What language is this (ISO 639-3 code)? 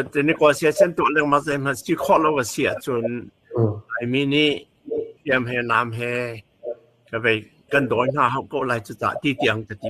cnh